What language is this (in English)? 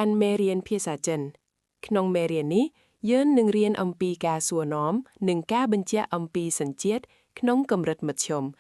Khmer